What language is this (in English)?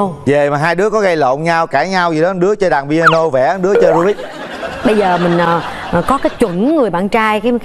Vietnamese